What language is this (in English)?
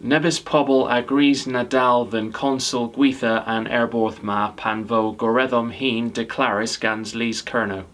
Cornish